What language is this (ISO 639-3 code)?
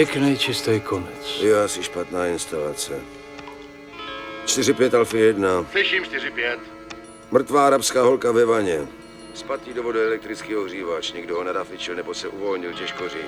ces